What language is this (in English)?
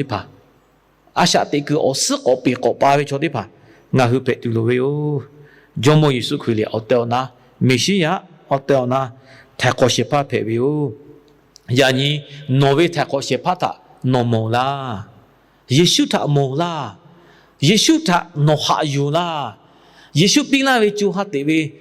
Lahu